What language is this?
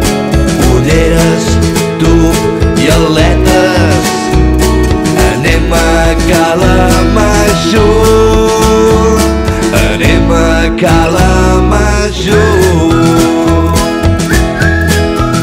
Catalan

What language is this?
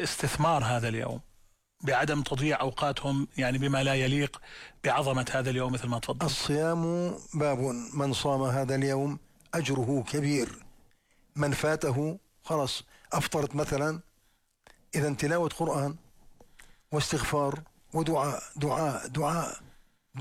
Arabic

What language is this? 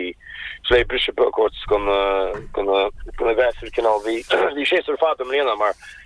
Irish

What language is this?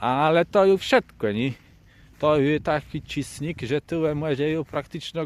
Kashubian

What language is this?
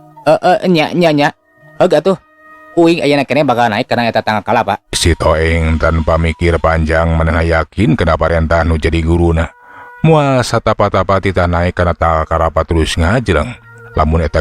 Sundanese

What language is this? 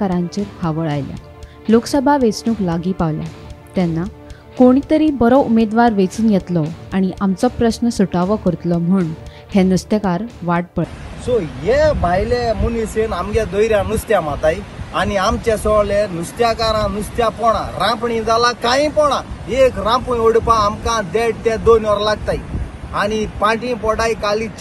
Konkani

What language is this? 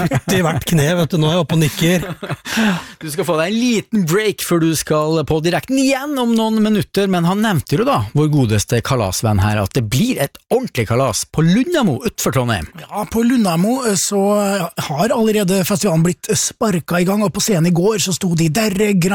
Norwegian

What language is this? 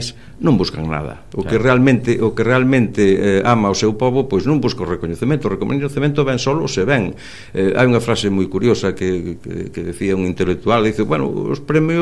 Galician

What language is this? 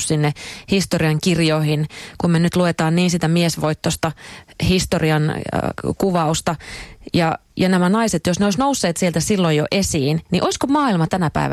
Finnish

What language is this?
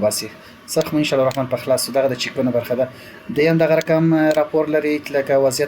Pashto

